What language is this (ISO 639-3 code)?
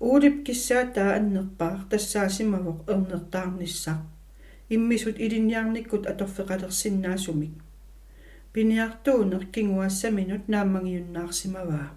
kal